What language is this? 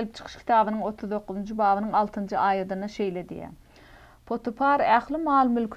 Turkmen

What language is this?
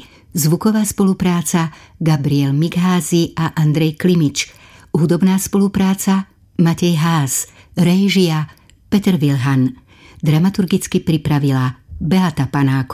Slovak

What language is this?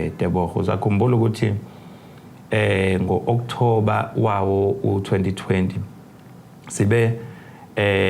Zulu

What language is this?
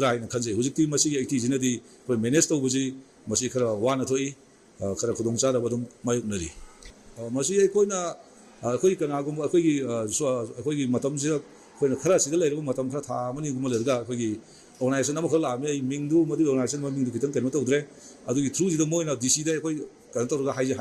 Manipuri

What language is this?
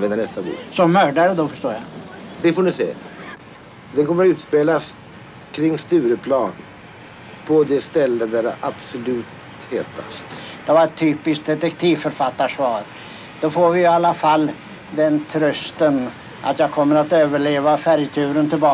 Swedish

